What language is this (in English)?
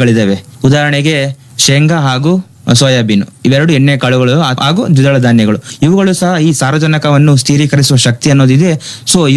Kannada